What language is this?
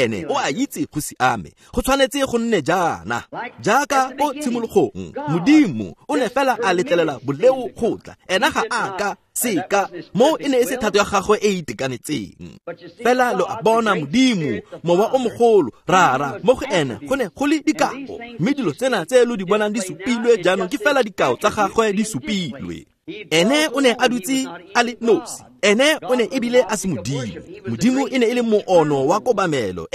Tswana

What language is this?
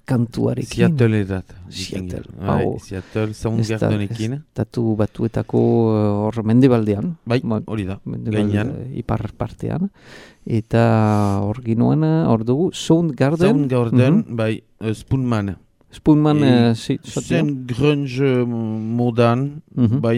Basque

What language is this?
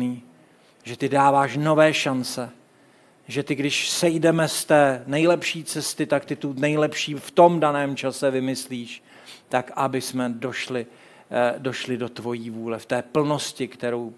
Czech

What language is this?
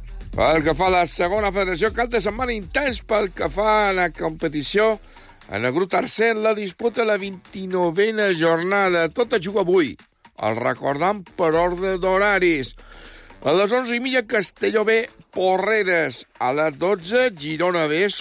Catalan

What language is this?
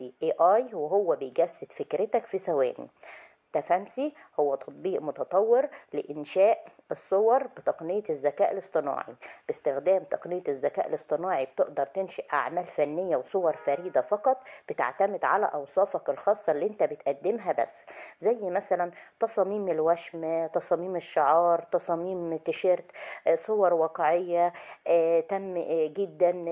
Egyptian Arabic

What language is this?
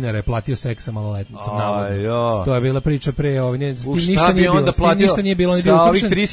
Serbian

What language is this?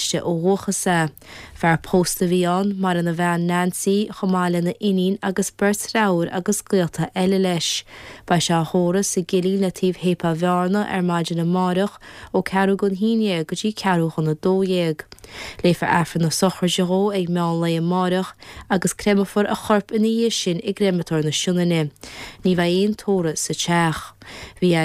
Irish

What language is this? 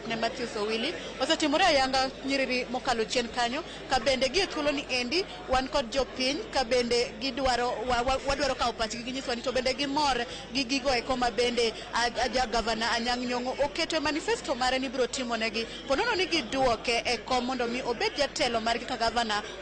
Luo (Kenya and Tanzania)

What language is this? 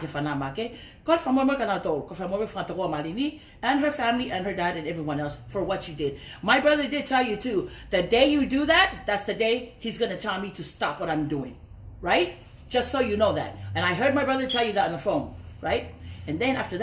Tongan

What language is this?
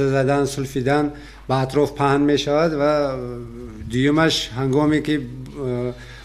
Tajik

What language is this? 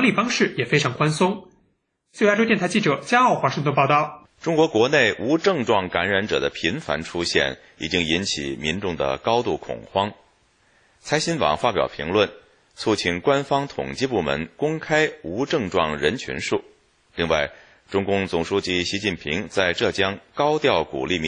Chinese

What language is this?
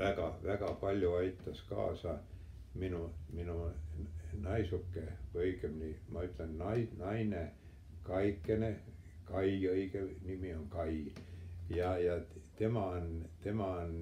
Estonian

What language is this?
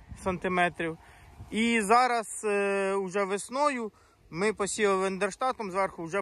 Ukrainian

